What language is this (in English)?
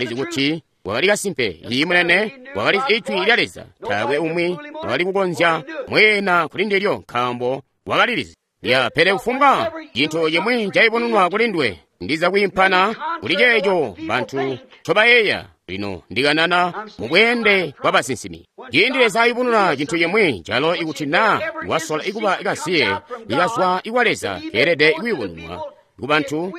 Tonga (Zambia)